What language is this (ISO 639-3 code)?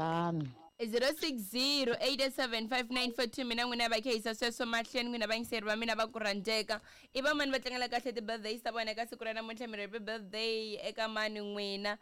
tso